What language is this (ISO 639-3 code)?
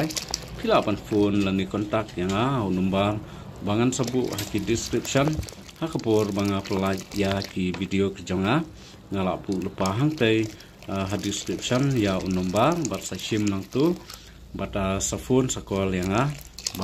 kha